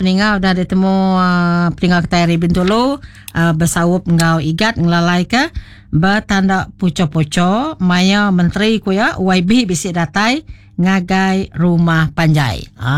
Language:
Iban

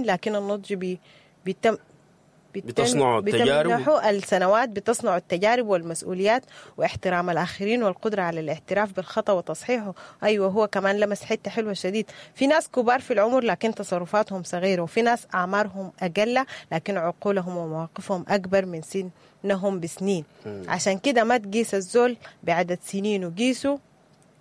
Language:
Sudanese Arabic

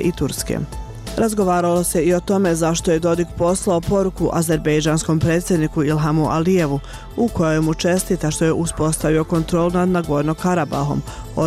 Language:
Bosnian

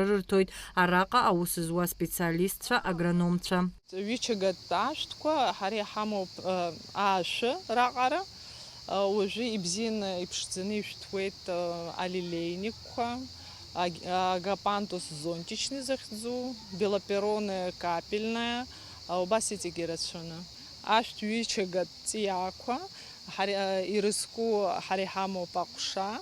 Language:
Abkhazian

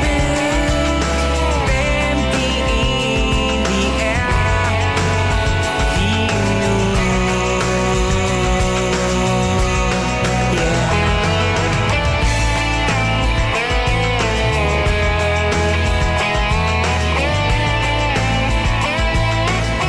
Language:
Danish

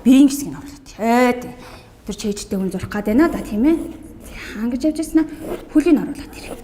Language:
Mongolian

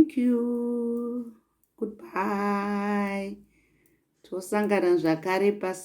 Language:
Shona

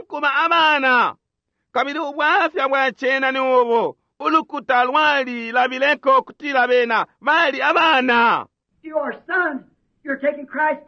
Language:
Bemba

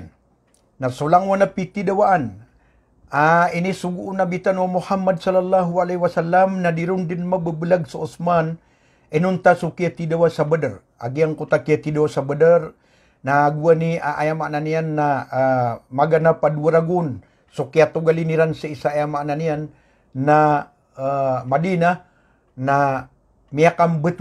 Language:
Maranao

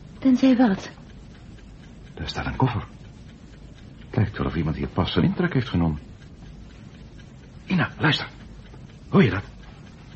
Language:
Dutch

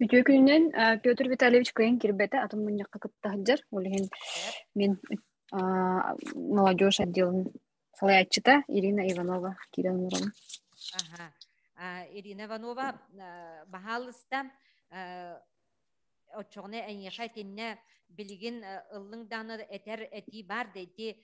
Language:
Yakut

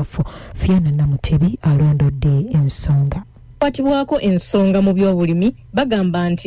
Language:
Ganda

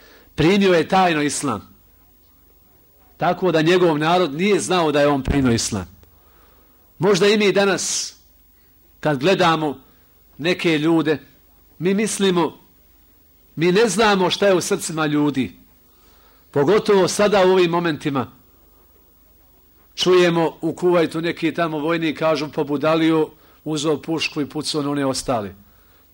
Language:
Bosnian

